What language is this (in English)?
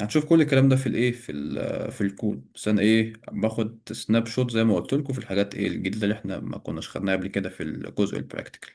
Egyptian Arabic